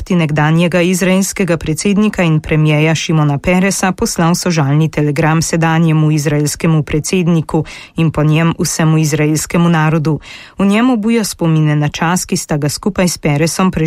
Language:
Slovenian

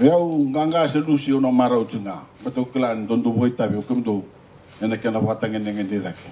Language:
Fijian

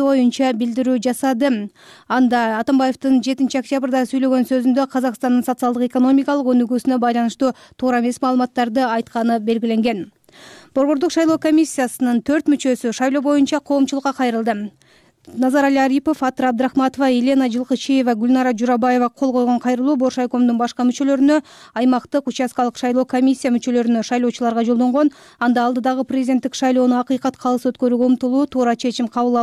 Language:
Kyrgyz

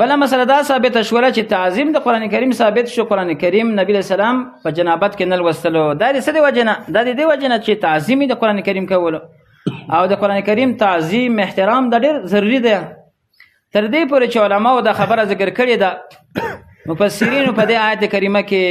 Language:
Pashto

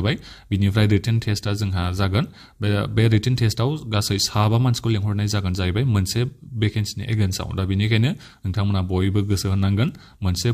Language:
Bodo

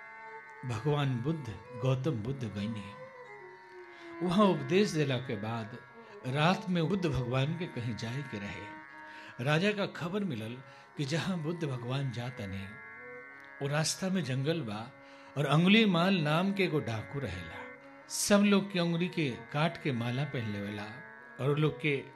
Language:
Bhojpuri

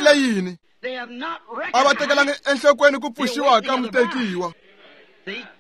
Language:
Tsonga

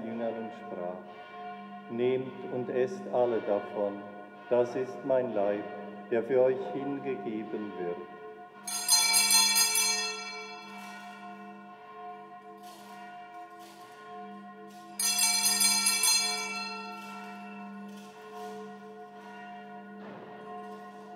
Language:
German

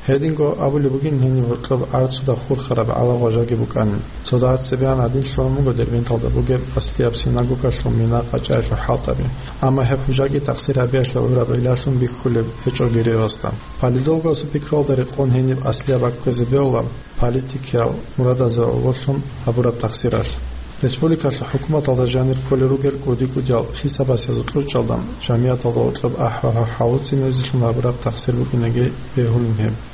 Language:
Avaric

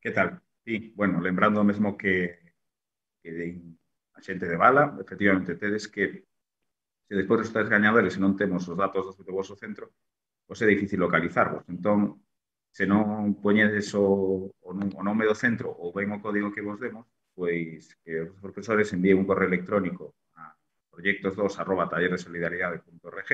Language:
Galician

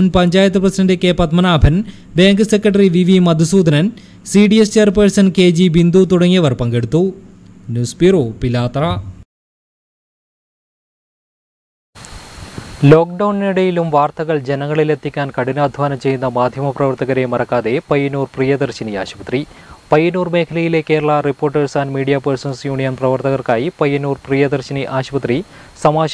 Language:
Malayalam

